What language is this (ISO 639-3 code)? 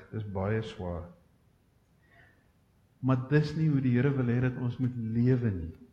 afr